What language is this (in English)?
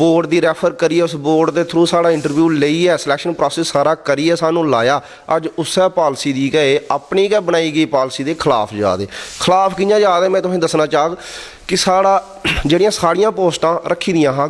Dogri